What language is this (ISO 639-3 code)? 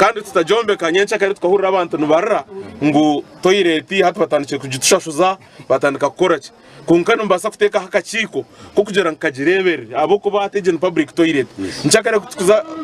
nyn